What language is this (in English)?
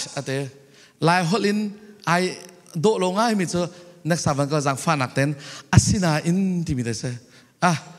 Falam Chin